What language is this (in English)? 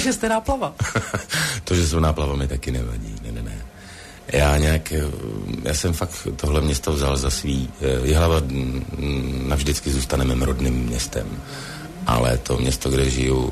Czech